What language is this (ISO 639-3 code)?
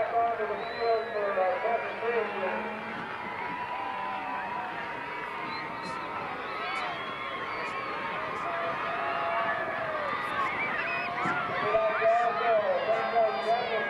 eng